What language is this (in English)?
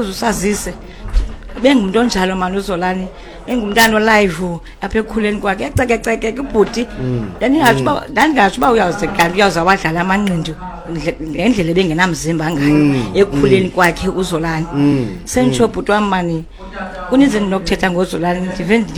Xhosa